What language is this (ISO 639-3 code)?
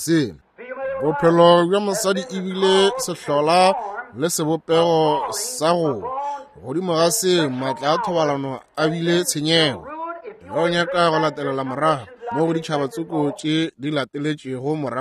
nso